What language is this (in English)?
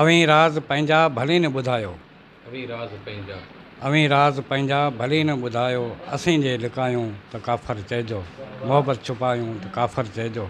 Sindhi